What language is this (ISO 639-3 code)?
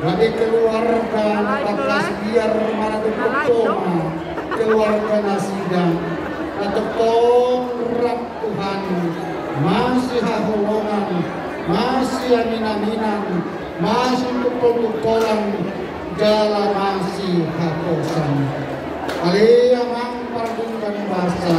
bbc